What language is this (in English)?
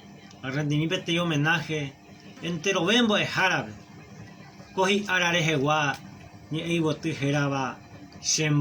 Guarani